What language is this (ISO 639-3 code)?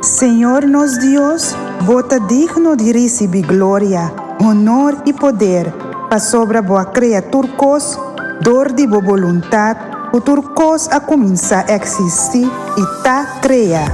pap